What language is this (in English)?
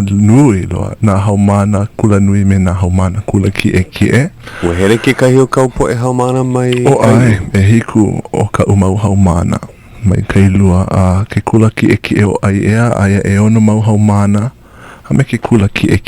Hawaiian